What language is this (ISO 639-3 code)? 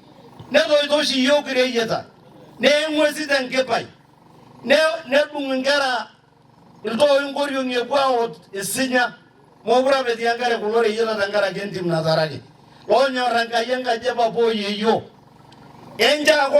mas